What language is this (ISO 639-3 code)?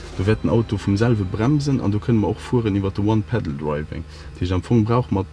ltz